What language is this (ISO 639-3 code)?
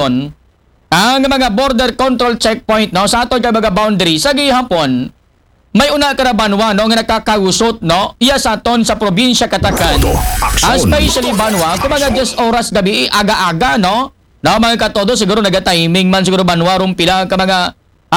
akl